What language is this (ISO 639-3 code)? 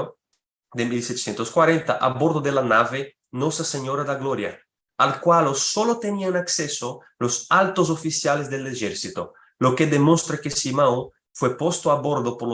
lad